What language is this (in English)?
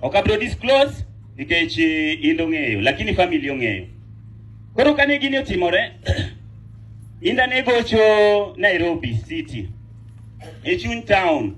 Luo (Kenya and Tanzania)